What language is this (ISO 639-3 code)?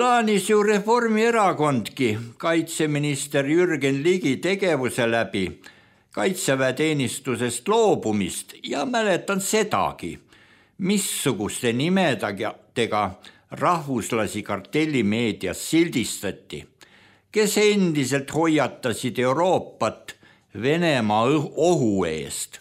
est